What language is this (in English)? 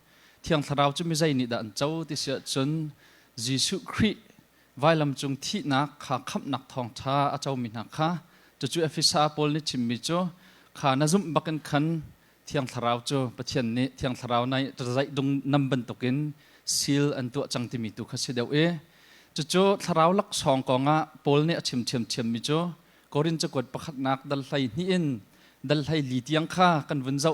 Hakha Chin